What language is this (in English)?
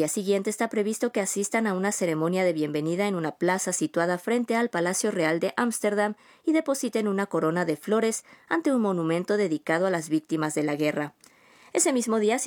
Spanish